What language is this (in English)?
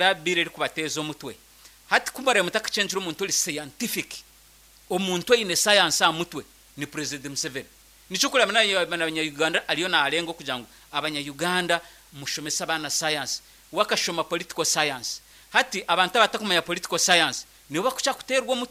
Nyankole